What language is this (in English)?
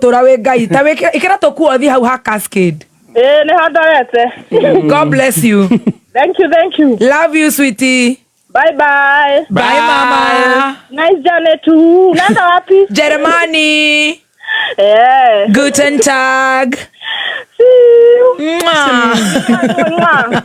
Kikuyu